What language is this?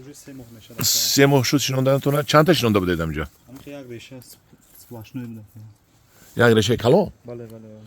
Tajik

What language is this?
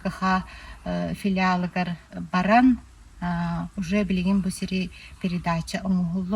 Yakut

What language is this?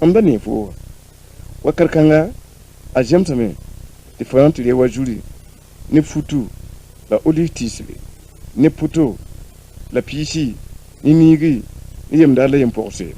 Mossi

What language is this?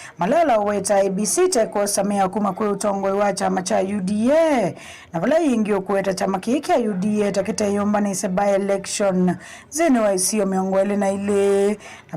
Kamba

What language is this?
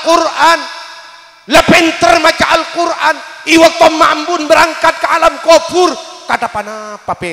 Madurese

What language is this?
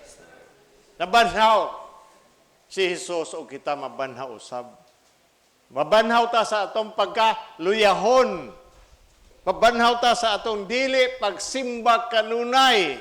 Cebuano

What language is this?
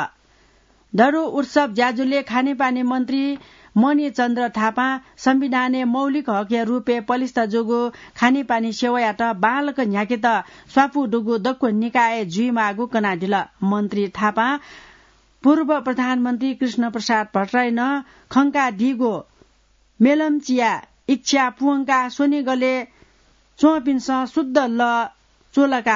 Newari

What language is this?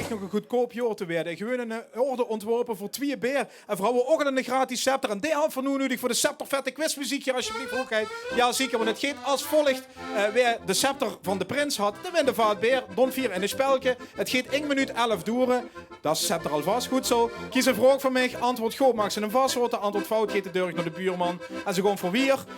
Limburgish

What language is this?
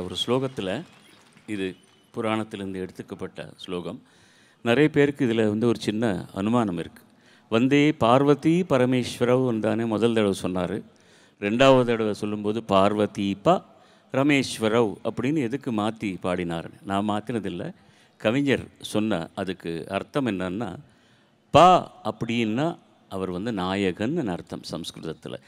Tamil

